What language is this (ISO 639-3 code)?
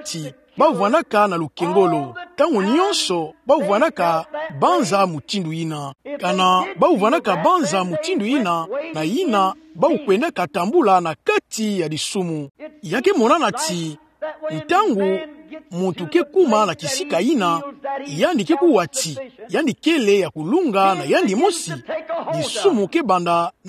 ktu